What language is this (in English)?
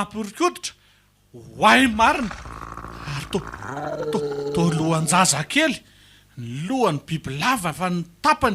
Malagasy